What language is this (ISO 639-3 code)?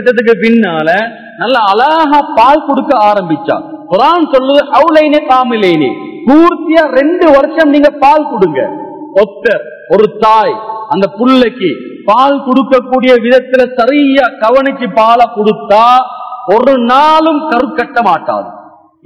tam